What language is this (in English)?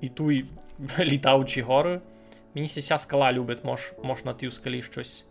Rusyn